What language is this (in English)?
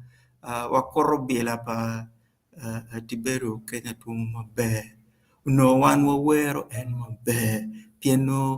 Acoli